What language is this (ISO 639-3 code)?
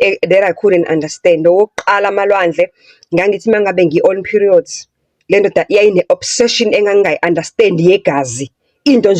zul